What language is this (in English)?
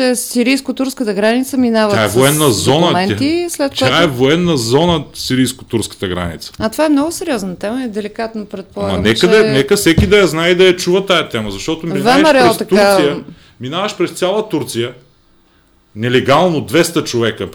Bulgarian